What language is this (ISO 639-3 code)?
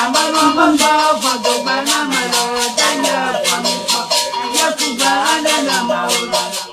ewe